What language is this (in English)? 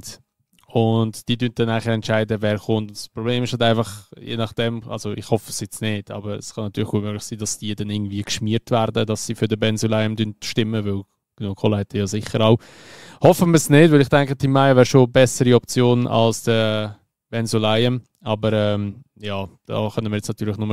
Swiss German